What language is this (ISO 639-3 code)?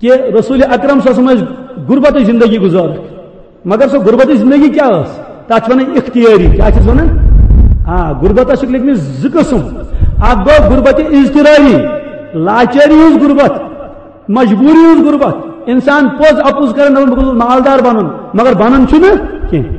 kas